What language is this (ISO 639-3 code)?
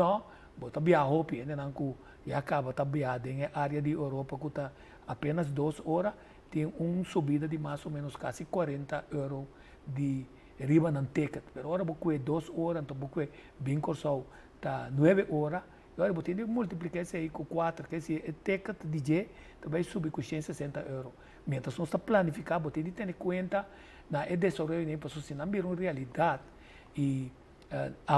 pap